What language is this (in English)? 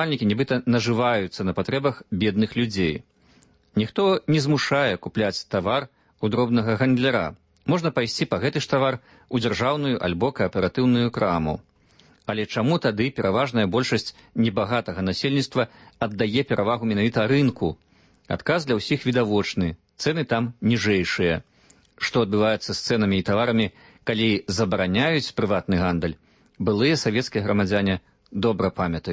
Belarusian